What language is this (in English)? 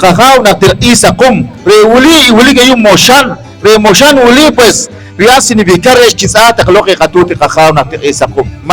Poqomchi'